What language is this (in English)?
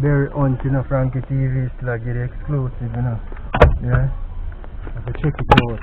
Jamaican Creole English